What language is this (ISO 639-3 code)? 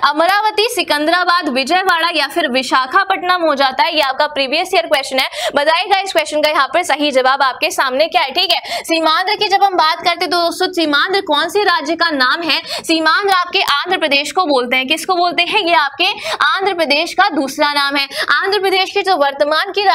hin